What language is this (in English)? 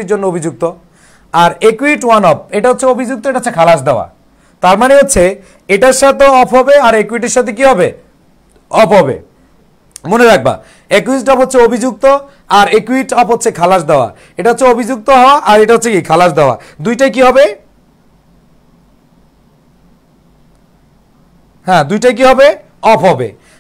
Bangla